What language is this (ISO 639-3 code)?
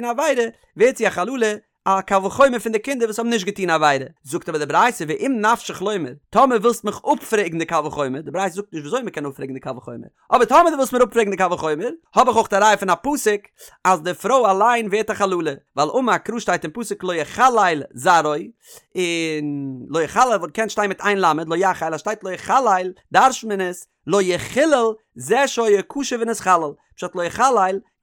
yid